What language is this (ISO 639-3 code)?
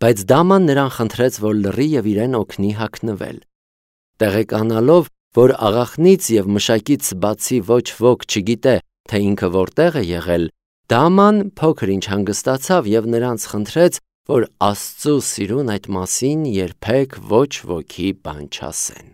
hye